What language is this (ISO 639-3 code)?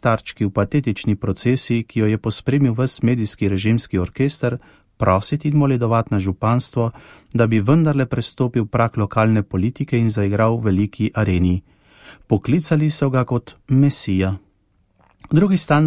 slv